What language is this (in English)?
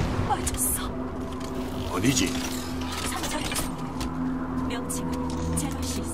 Korean